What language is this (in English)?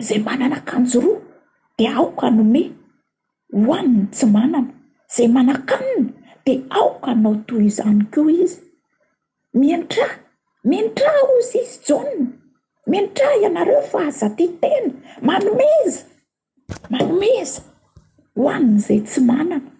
Malagasy